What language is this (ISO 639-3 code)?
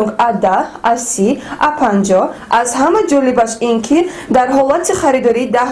tgk